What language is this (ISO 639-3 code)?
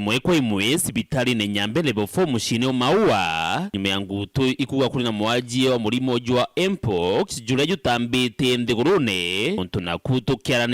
mer